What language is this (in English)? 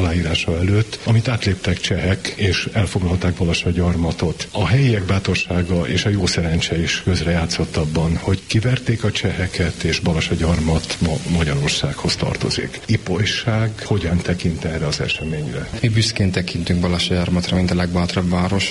Hungarian